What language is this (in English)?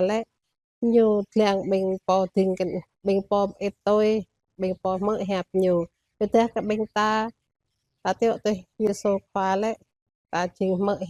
Jarai